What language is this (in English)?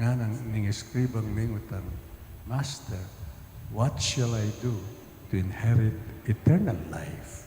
Pampanga